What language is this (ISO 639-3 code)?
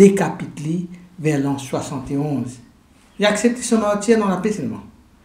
mfe